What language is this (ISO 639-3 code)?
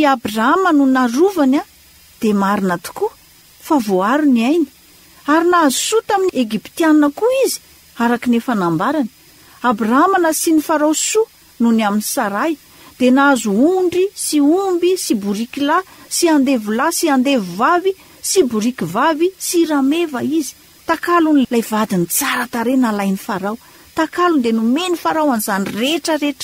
mlg